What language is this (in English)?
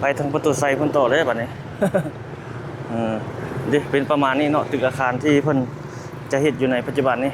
Lao